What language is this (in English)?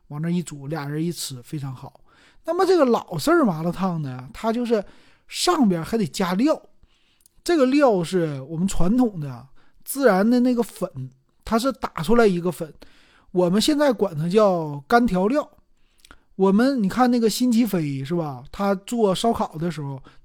Chinese